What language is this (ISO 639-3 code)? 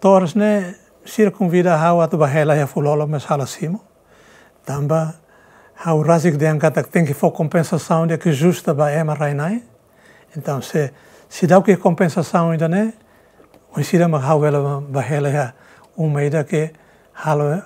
tet